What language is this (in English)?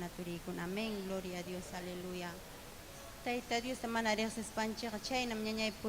Ayacucho Quechua